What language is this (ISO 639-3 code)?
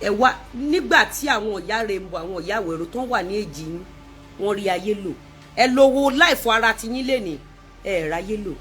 yor